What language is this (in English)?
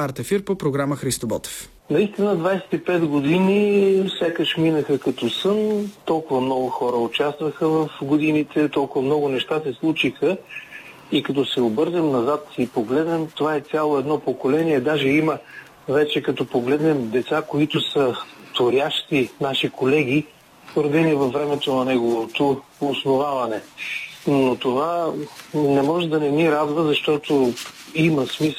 Bulgarian